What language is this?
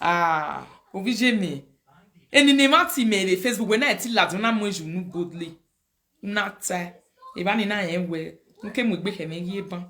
Nigerian Pidgin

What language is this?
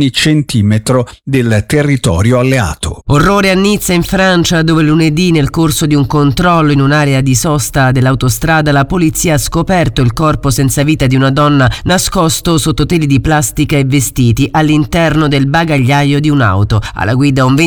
Italian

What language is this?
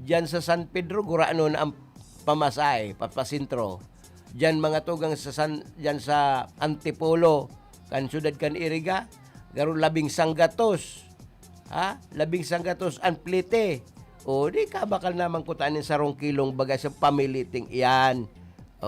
Bikol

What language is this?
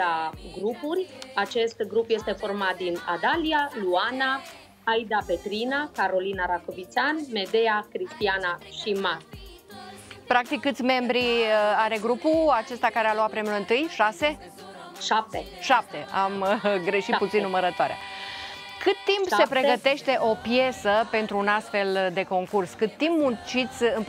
Romanian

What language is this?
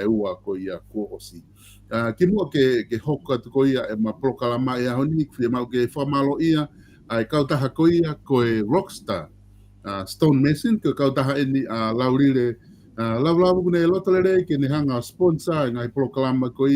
Tongan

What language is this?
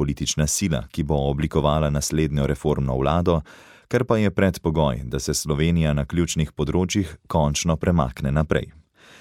Slovenian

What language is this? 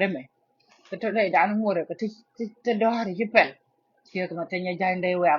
Nuer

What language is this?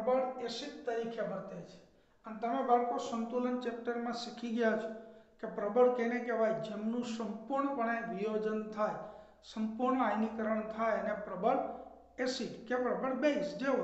Gujarati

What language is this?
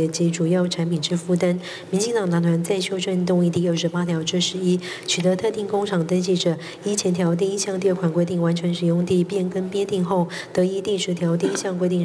Chinese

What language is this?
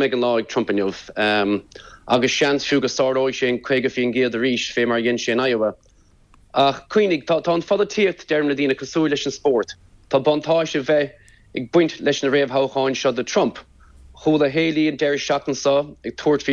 Irish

